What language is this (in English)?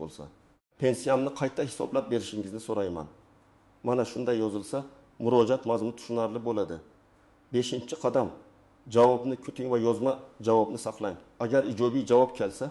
Uzbek